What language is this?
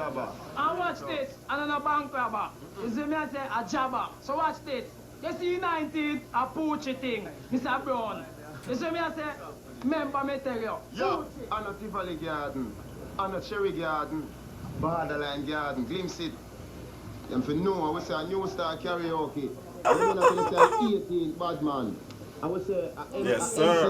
Jamaican Creole English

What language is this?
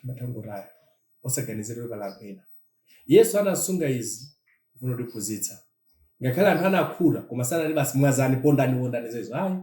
Nyanja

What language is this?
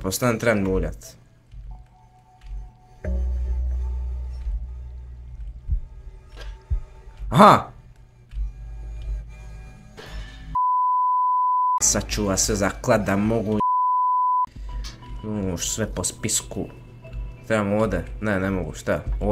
Croatian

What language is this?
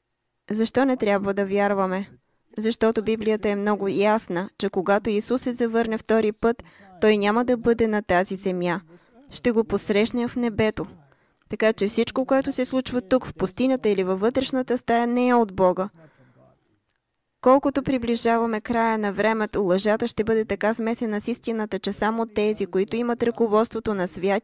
Bulgarian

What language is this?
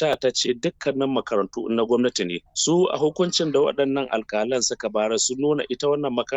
Hausa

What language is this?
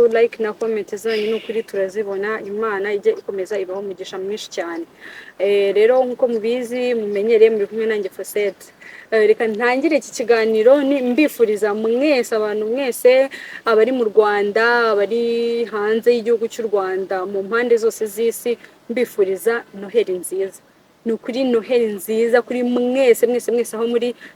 Kinyarwanda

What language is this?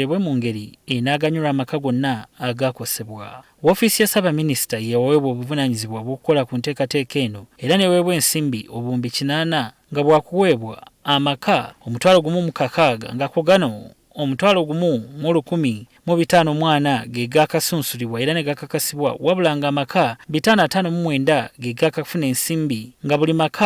Ganda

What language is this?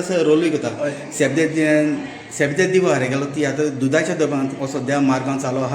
Konkani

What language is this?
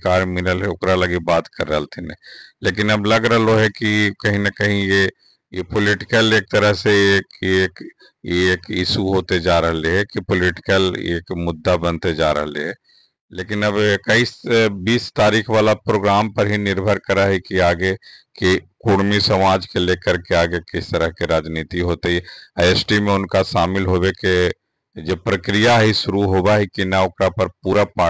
Magahi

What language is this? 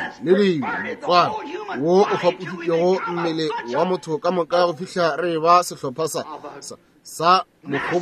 Northern Sotho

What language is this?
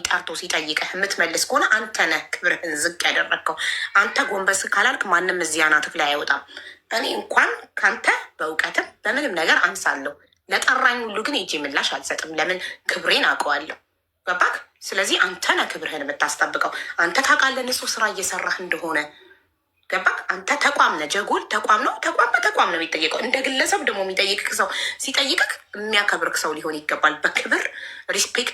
Amharic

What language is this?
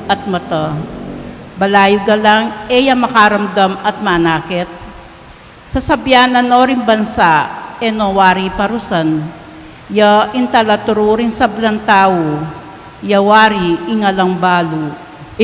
Pampanga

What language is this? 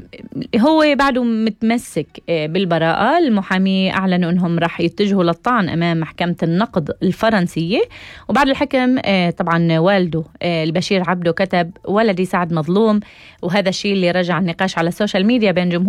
North Levantine Arabic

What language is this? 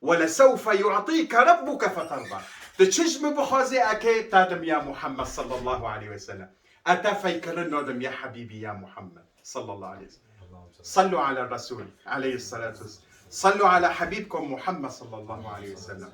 Kurdish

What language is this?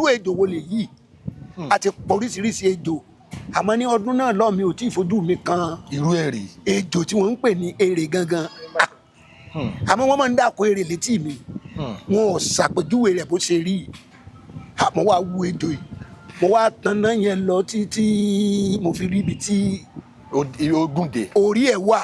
Yoruba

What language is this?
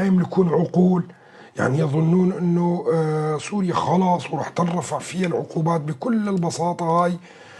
North Levantine Arabic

